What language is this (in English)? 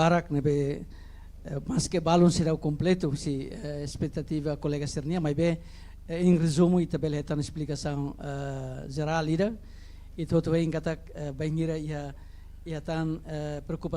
Tetum